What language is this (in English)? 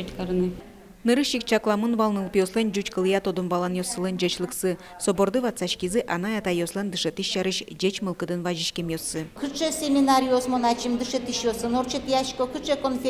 Udmurt